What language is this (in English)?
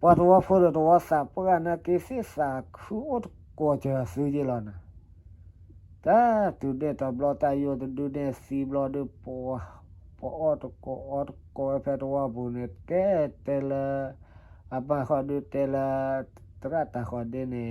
S'gaw Karen